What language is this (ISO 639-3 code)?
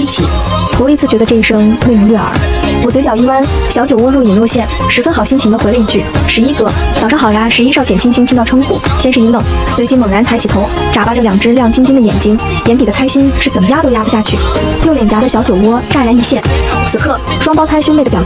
zho